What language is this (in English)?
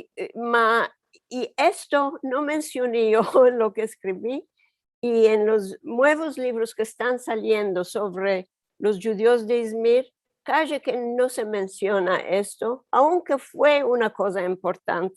Ladino